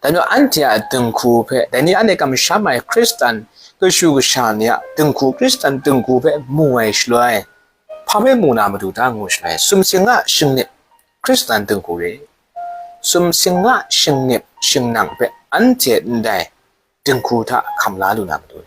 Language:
Kachin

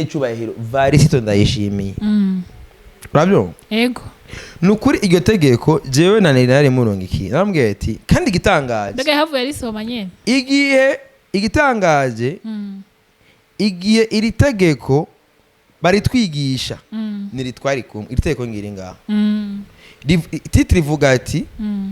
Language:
Rundi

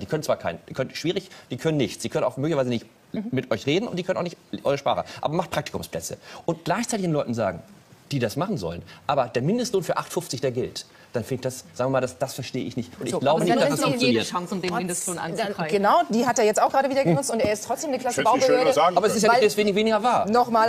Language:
German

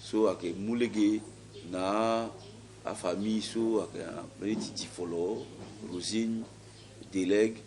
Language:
Sango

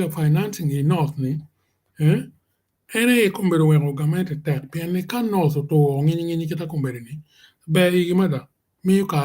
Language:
Acoli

